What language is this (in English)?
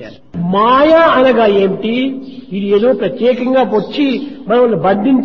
Telugu